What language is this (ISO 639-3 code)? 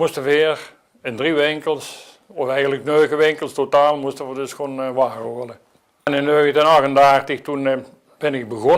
lim